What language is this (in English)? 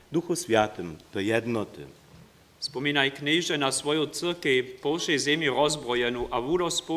Upper Sorbian